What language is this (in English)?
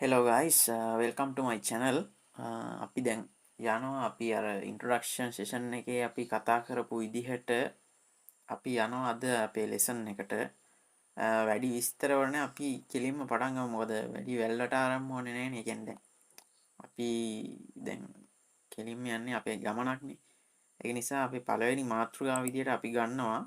Sinhala